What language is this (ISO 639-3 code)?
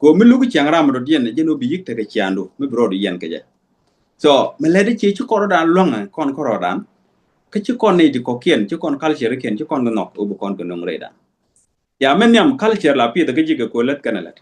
nus